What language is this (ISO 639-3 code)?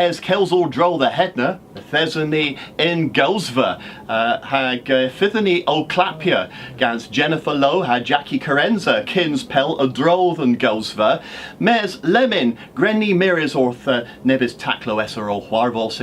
cor